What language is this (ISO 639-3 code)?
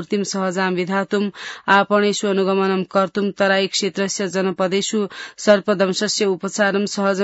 san